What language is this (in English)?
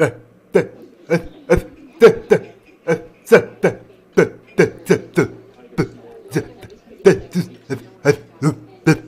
Tunisian Arabic